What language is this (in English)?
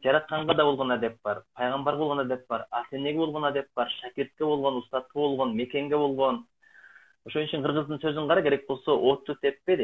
Kyrgyz